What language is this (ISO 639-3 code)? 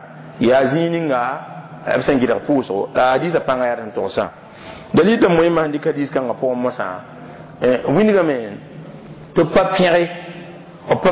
mos